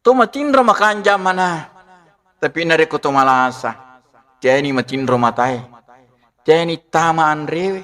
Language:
Buginese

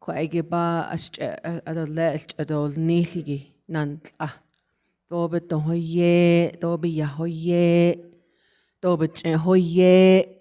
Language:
Navajo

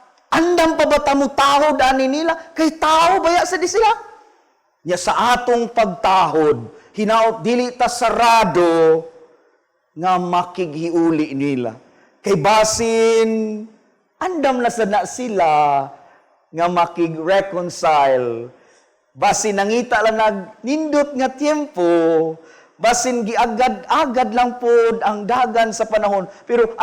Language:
Cebuano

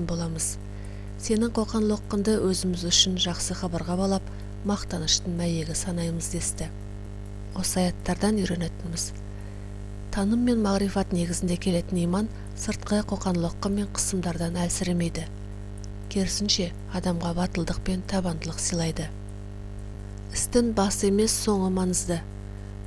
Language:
Kazakh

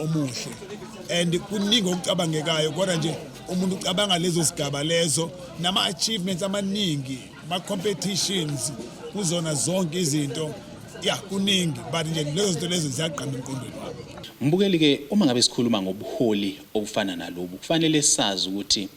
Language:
Zulu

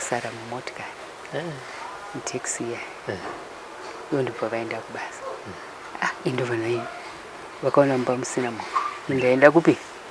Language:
Shona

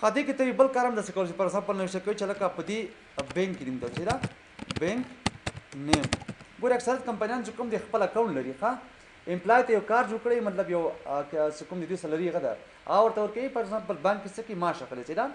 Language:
Pashto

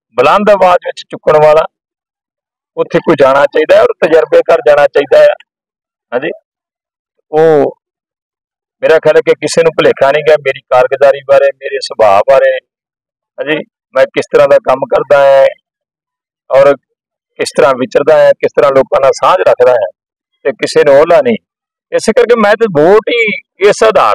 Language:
Punjabi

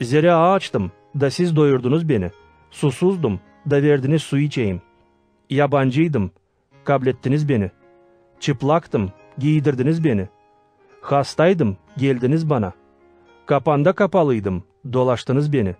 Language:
Gagauz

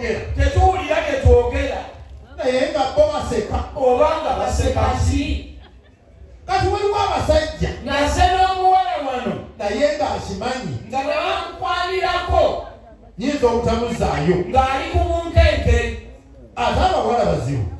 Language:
Ganda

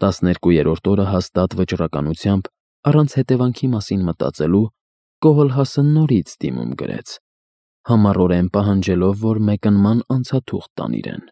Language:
Armenian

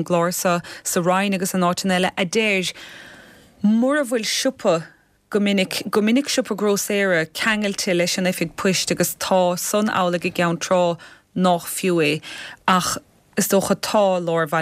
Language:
Irish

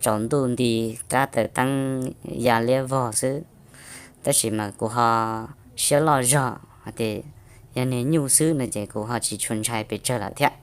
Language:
Hmong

